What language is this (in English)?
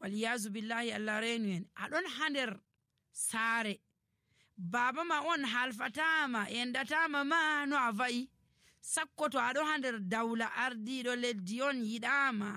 Nigerian Fulfulde